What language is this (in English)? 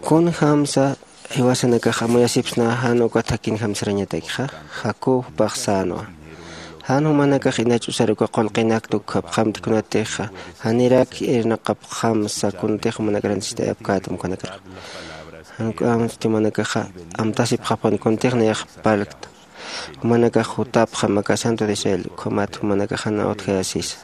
Aymara